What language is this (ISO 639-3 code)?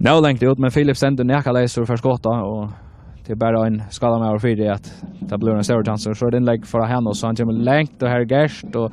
fao